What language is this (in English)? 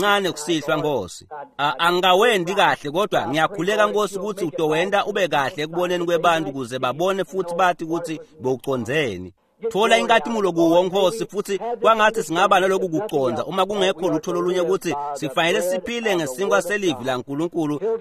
Swati